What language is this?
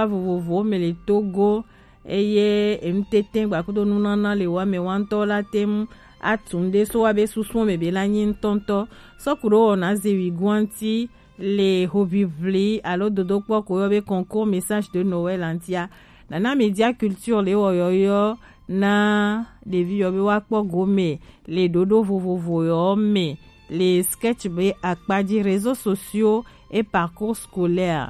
Gen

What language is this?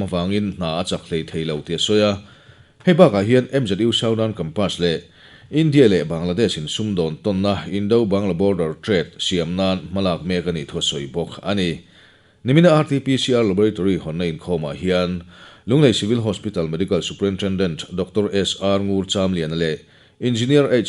Mizo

